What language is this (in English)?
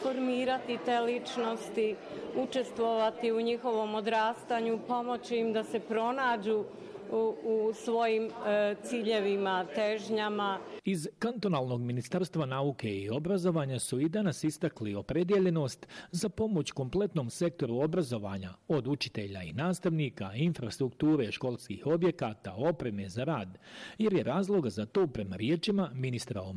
Bosnian